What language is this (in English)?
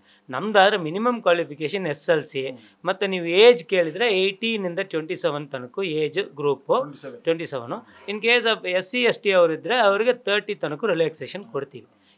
Kannada